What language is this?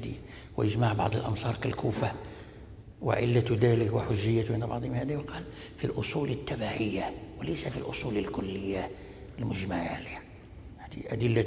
Arabic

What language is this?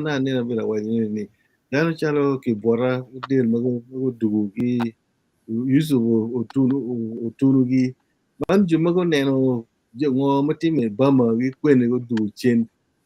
Acoli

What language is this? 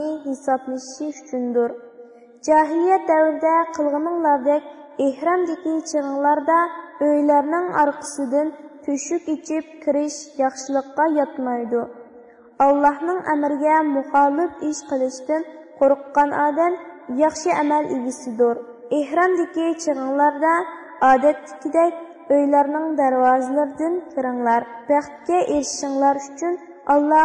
Uyghur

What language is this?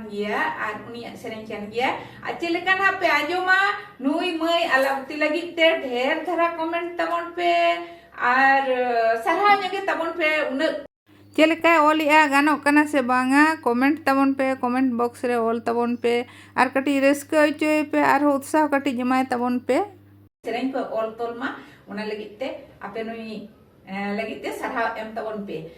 Santali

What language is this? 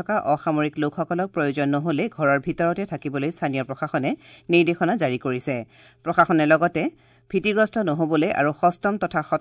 Assamese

